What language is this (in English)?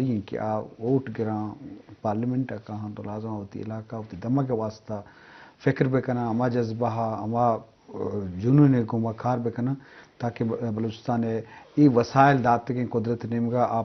Eastern Balochi